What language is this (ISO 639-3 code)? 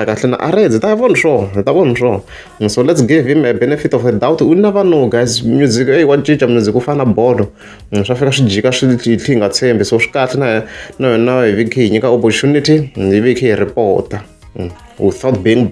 tso